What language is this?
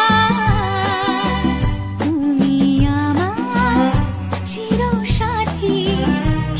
Bangla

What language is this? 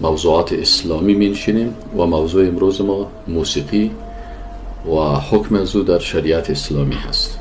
Persian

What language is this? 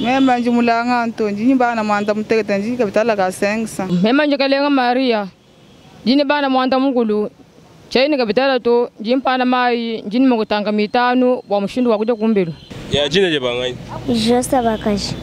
Luba-Lulua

